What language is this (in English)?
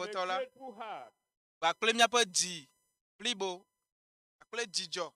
Ewe